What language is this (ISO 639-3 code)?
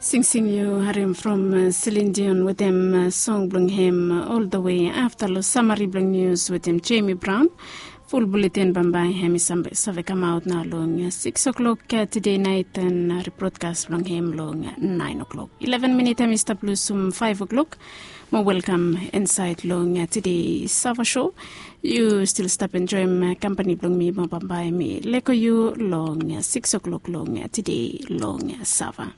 bis